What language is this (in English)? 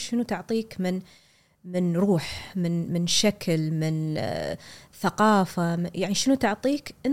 Gulf Arabic